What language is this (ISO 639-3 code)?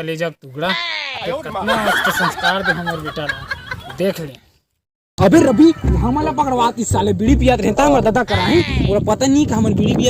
hne